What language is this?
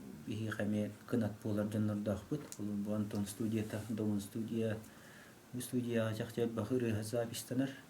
Yakut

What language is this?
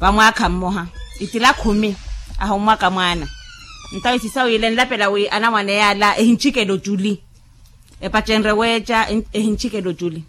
Makhuwa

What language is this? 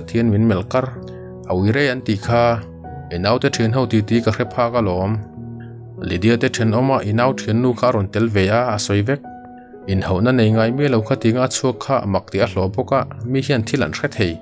Mizo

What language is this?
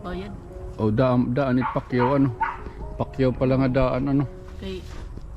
Waray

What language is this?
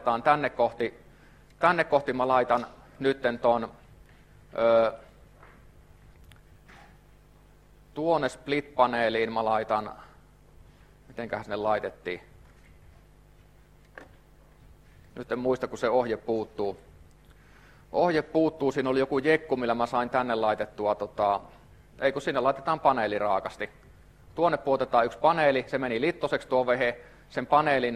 Finnish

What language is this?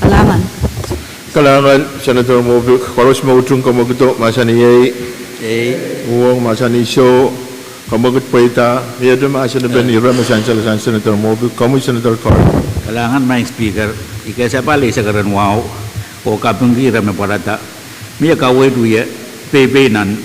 Pohnpeian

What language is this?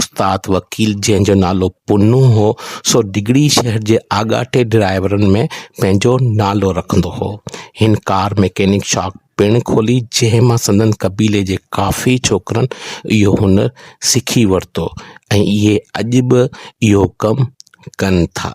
Sindhi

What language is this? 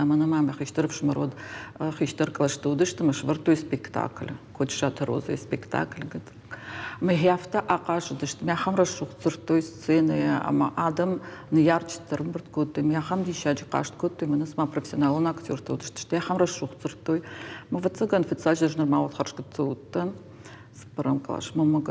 Ossetic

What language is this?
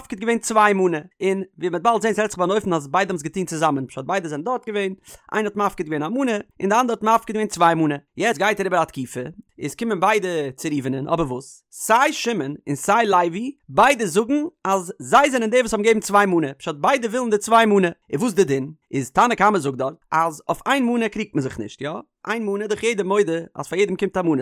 Yiddish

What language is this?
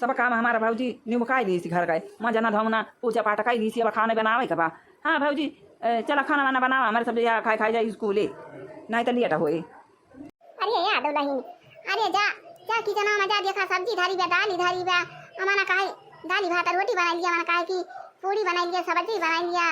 Awadhi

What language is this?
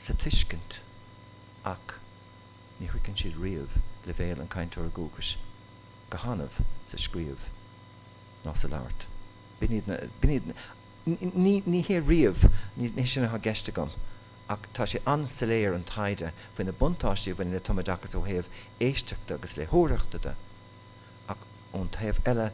Irish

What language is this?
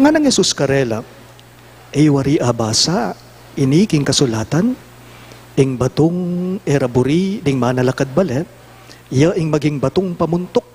Pampanga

